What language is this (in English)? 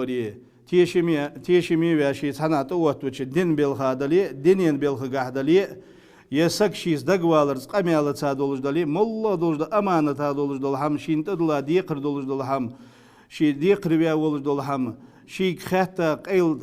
Ingush